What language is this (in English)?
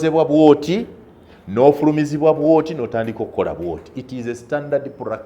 Ganda